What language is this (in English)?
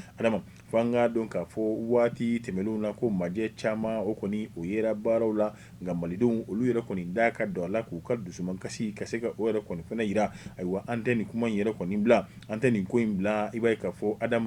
Bambara